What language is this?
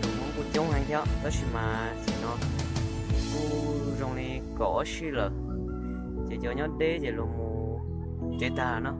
Hmong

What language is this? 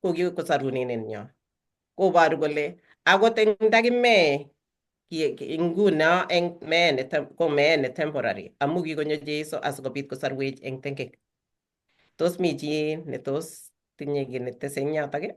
Kalenjin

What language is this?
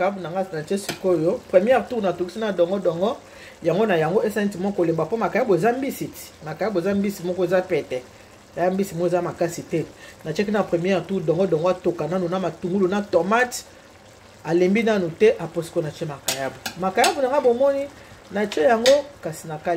Lingala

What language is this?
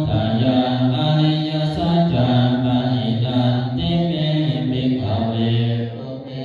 Pali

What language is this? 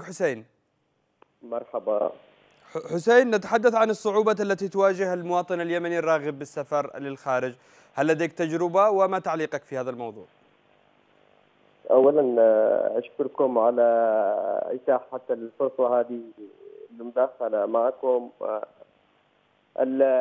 Arabic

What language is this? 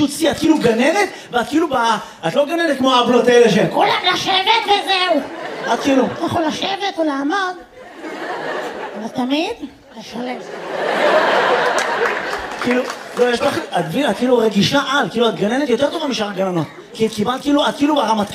Hebrew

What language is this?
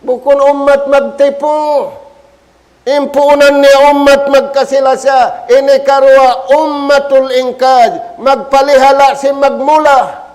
Tausug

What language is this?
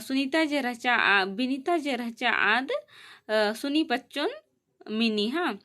Kurukh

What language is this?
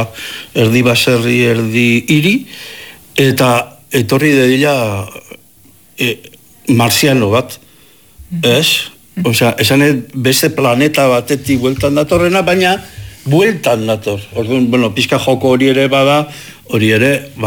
Basque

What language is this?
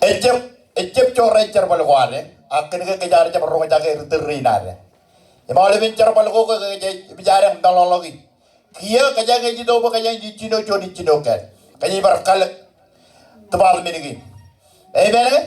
Marshallese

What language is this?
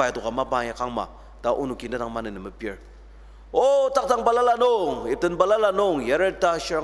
Ao Naga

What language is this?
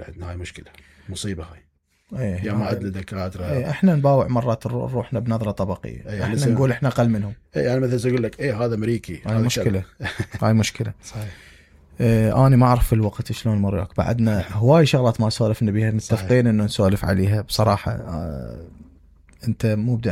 Mesopotamian Arabic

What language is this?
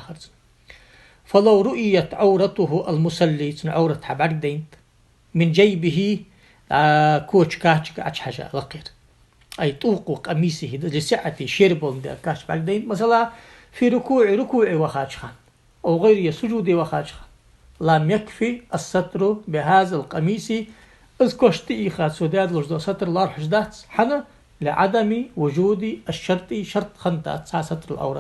Ingush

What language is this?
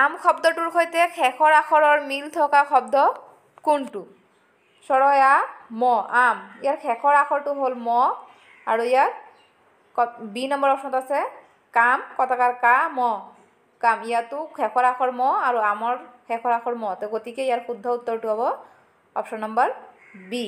Assamese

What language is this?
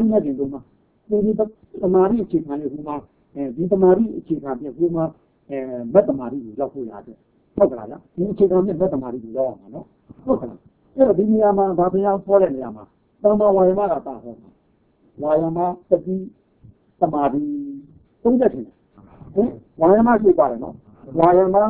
Burmese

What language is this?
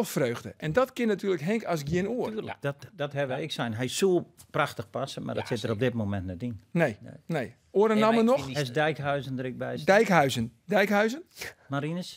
Western Frisian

